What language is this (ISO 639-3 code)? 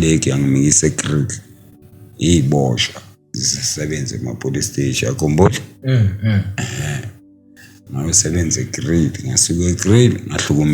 zul